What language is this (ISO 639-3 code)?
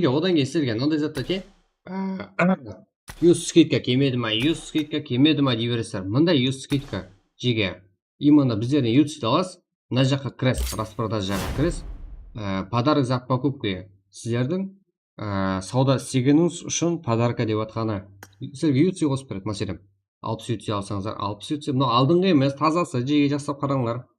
kaa